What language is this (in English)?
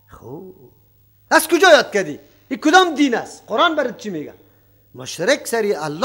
Persian